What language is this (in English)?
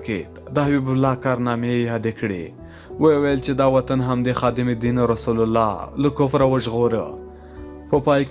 Pashto